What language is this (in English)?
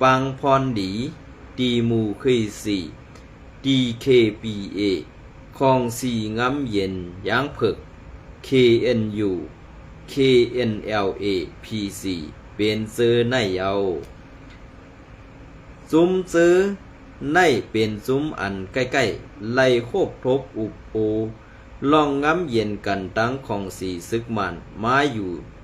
Shan